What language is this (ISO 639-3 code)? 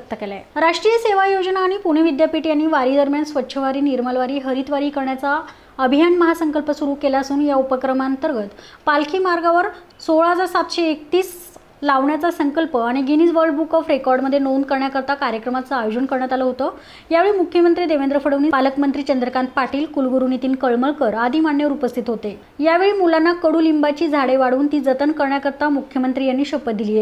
mar